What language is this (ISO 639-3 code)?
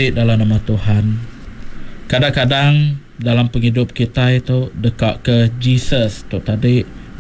iba